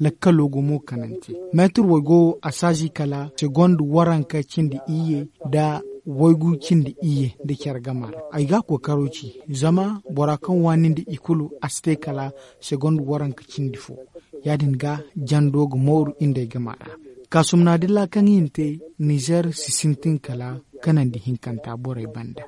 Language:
Zarma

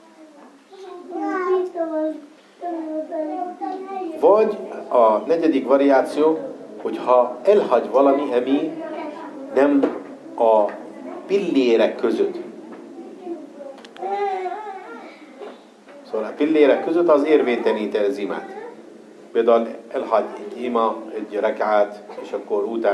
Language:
Hungarian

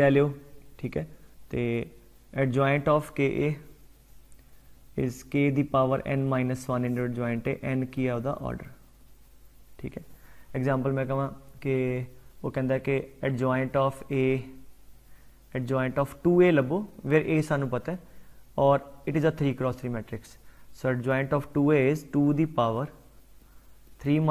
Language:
Punjabi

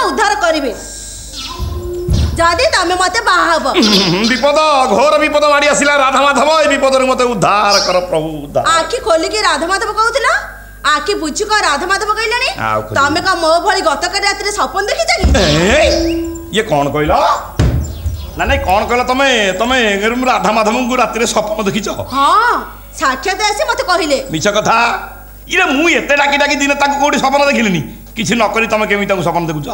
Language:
Odia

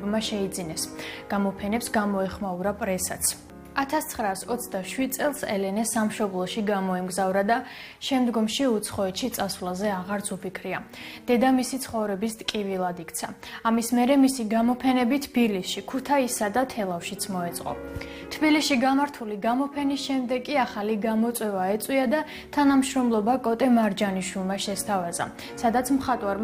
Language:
Georgian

